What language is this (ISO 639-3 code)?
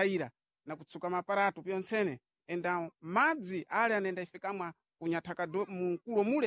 seh